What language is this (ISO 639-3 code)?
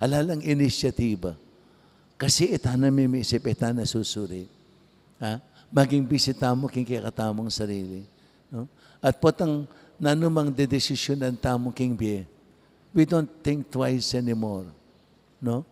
pam